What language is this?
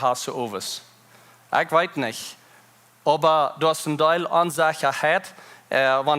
Plautdietsch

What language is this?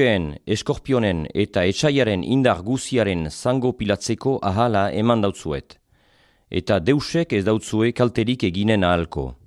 Basque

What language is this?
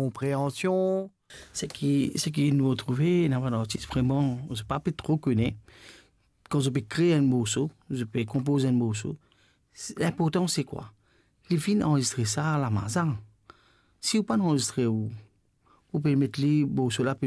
Morisyen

